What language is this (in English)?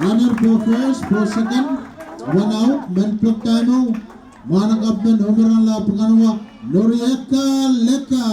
Pohnpeian